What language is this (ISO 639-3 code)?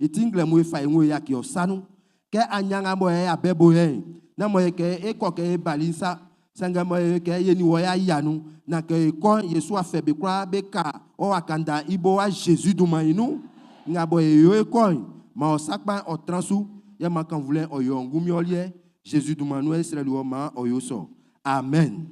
bci